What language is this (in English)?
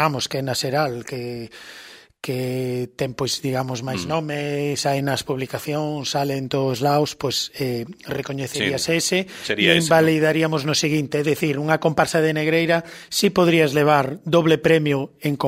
Galician